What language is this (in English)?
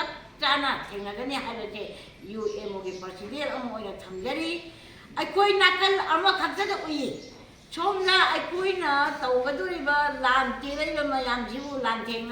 Manipuri